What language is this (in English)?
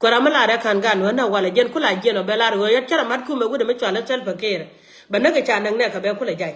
Nuer